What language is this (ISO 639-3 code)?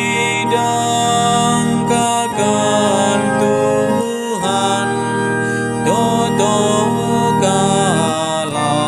btx